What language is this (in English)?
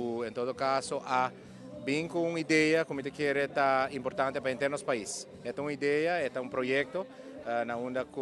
Papiamento